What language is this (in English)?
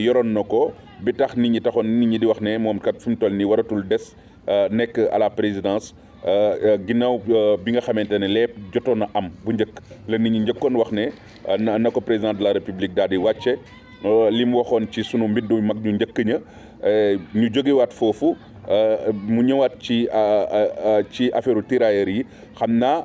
Wolof